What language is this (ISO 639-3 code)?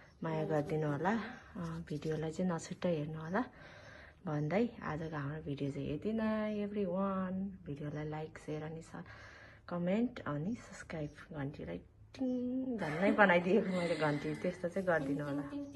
nep